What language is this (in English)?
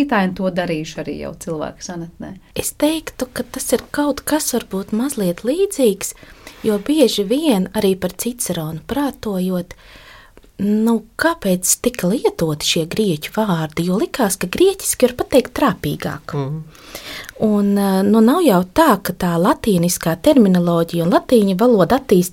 Latvian